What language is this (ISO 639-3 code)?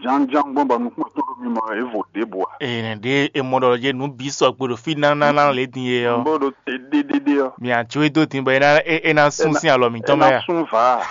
fon